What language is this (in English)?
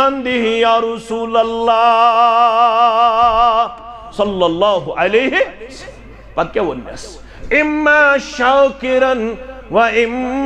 Kashmiri